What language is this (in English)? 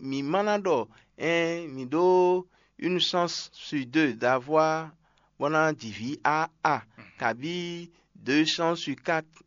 Fon